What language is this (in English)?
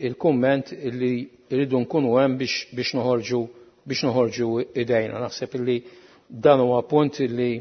Maltese